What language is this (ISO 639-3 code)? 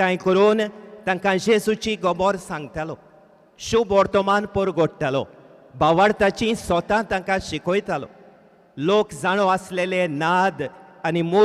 kok